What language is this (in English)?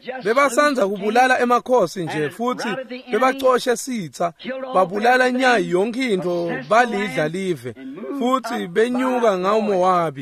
Swati